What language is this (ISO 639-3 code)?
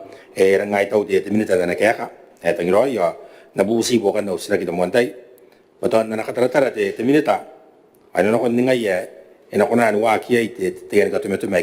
gil